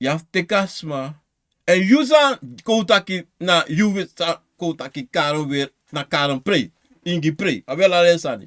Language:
Sranan Tongo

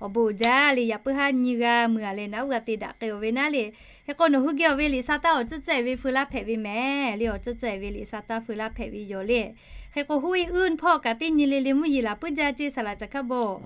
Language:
Lahu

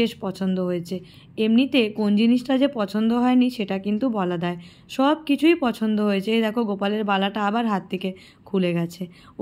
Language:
Bangla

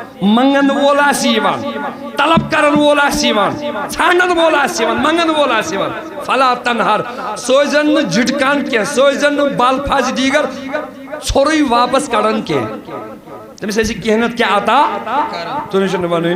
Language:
Kashmiri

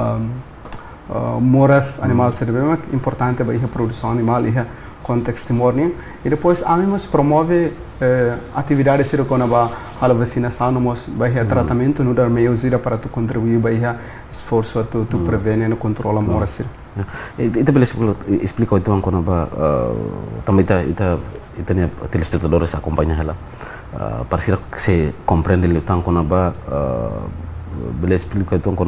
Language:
Tetum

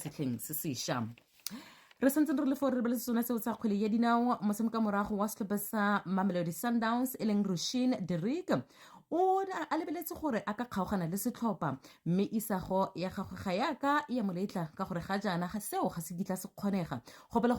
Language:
Tswana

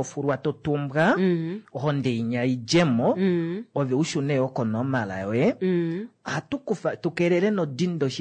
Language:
Kuanyama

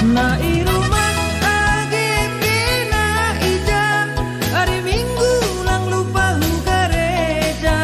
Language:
Batak Simalungun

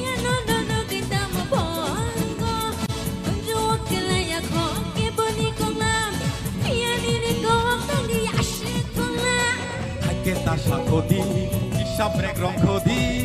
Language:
Kok Borok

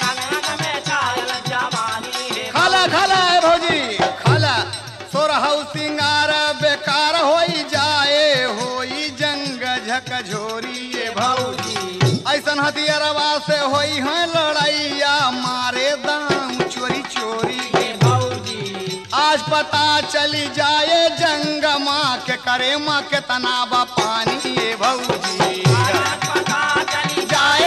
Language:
Bhojpuri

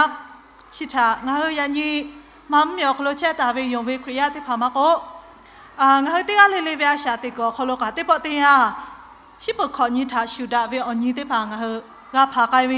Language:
Lahu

